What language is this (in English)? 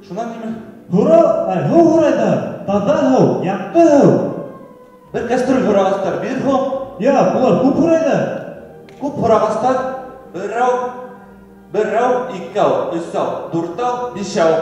Bashkir